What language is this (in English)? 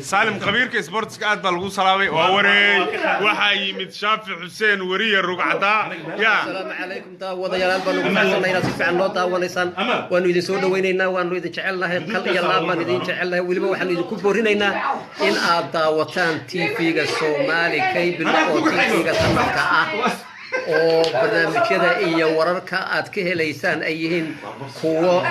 Somali